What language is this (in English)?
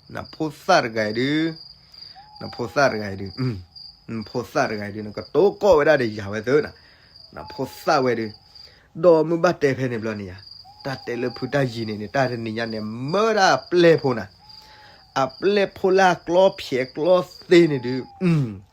S'gaw Karen